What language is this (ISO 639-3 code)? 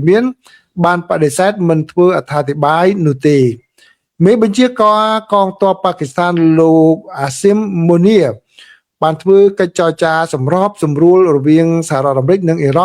khm